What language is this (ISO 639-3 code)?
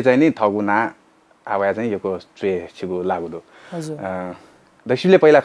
new